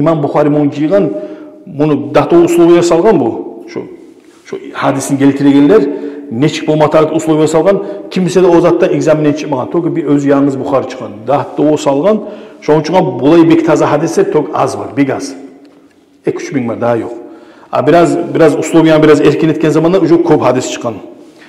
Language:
Kumyk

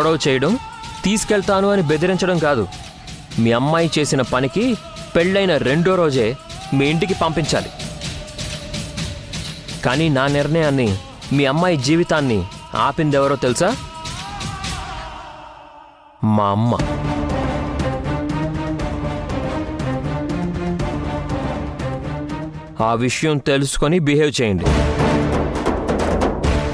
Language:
Telugu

